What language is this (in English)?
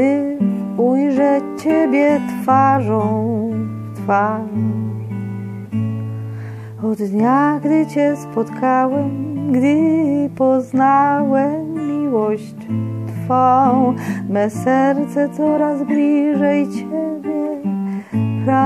Polish